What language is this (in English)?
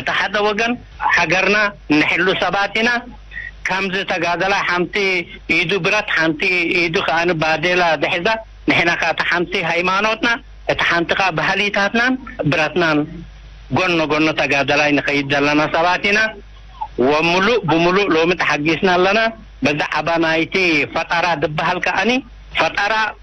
Tigrinya